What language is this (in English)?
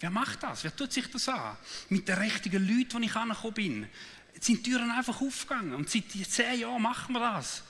Swiss German